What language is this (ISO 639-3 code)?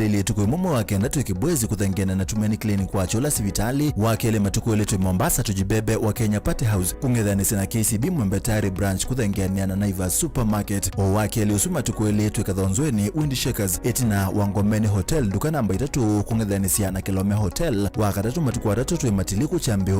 kam